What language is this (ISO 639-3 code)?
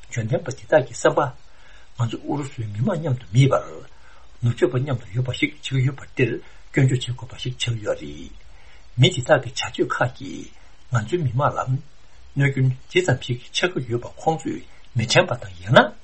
bod